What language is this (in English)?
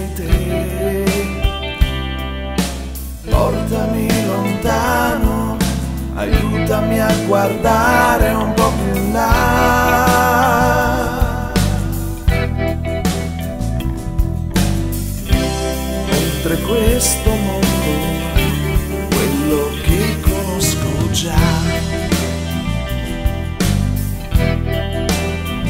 Italian